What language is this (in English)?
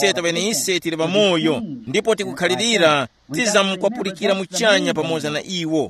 Tumbuka